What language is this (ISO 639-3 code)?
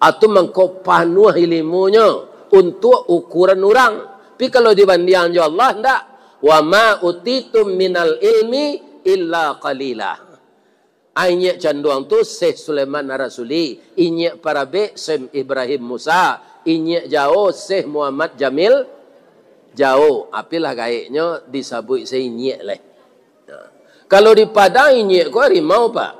min